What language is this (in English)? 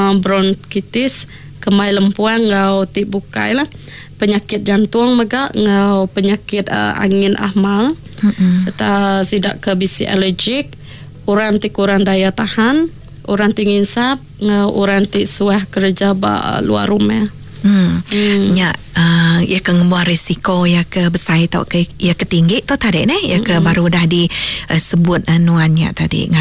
Iban